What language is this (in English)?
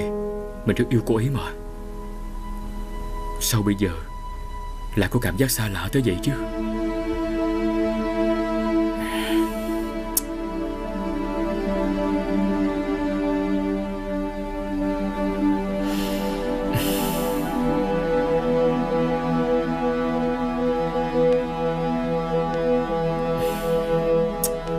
Vietnamese